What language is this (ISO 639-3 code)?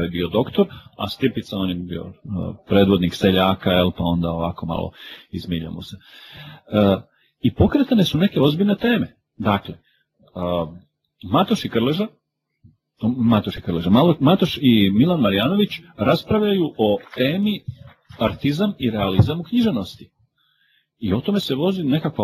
hrv